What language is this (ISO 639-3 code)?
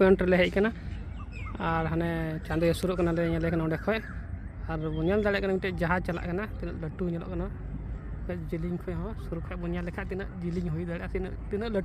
sat